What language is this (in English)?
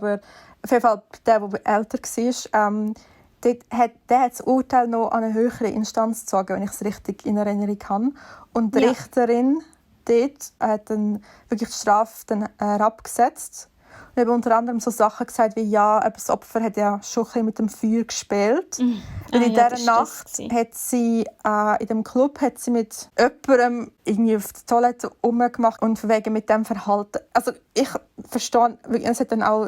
Swiss German